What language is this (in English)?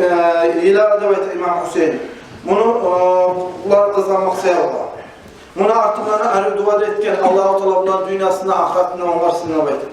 Kumyk